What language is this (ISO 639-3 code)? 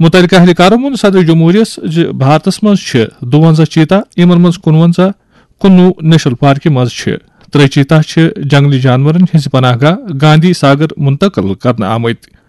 kas